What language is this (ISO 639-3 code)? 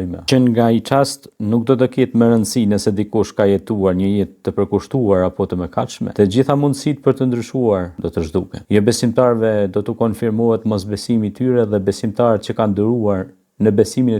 sqi